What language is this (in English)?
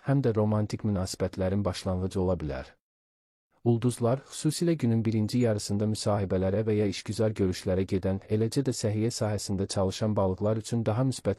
Azerbaijani